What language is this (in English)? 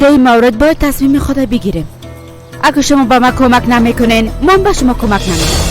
Persian